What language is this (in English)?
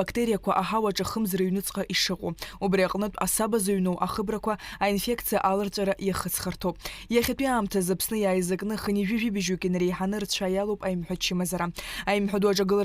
Abkhazian